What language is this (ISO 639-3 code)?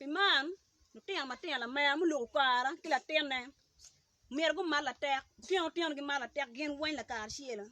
ach